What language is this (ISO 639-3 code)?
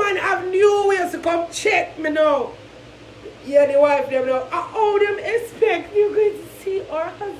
jam